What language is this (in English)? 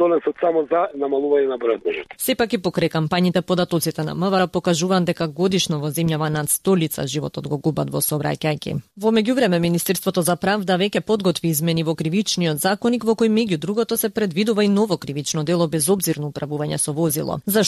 Macedonian